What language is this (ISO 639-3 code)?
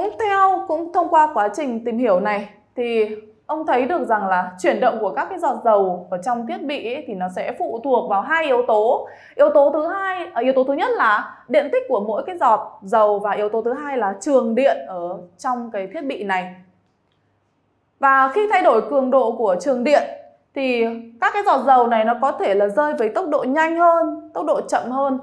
vie